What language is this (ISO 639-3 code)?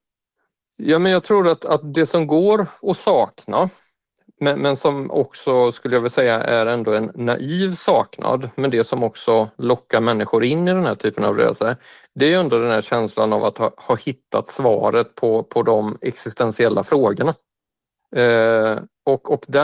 swe